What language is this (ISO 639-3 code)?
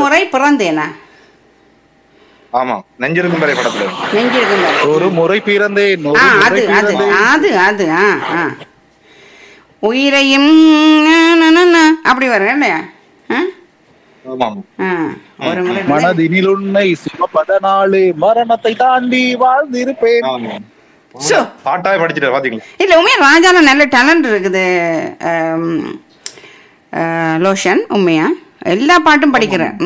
tam